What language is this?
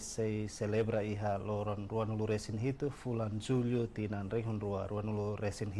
Tetum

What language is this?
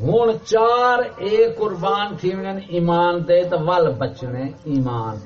Saraiki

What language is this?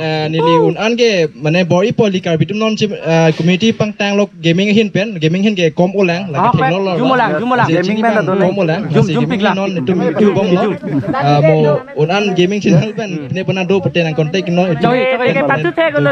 Karbi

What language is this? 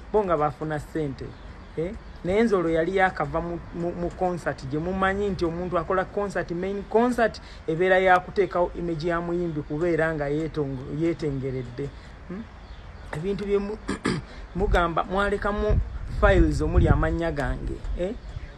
Ganda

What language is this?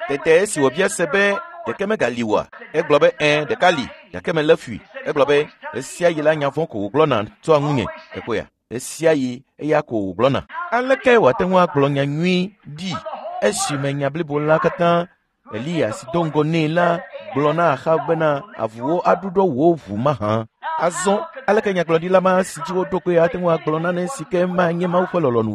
Ewe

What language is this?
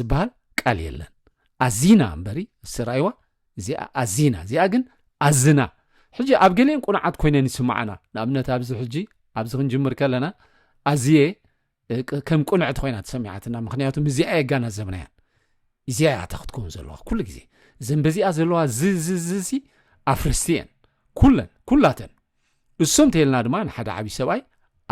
Tigrinya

